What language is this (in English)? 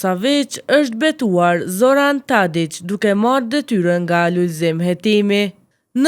Albanian